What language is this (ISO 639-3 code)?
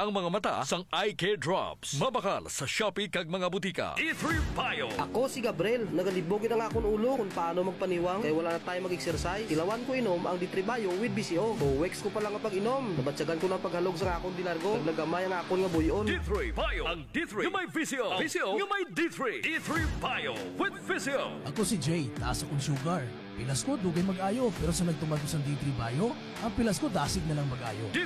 hil